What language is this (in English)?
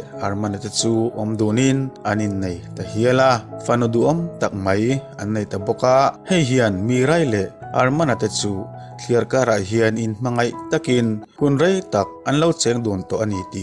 Mizo